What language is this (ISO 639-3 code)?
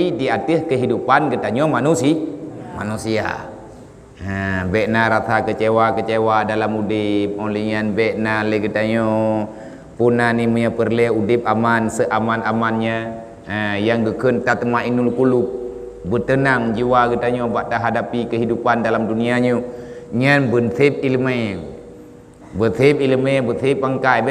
ace